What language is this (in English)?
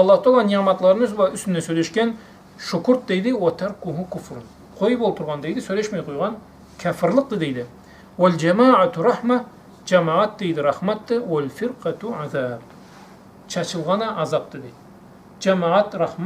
Karachay-Balkar